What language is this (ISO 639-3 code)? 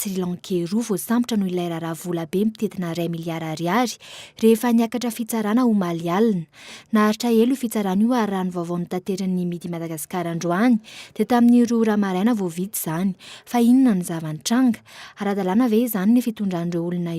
mlg